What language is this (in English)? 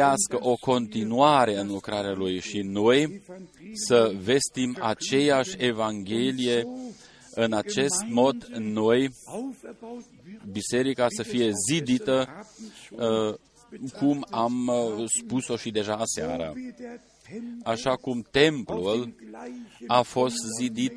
Romanian